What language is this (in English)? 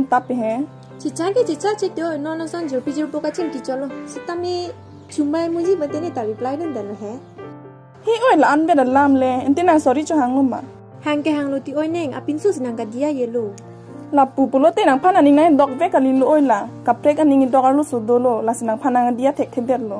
Karbi